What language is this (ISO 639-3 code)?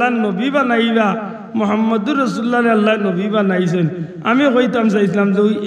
syl